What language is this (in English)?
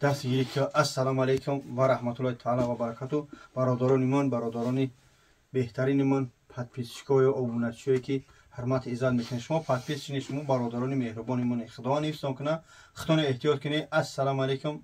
Tajik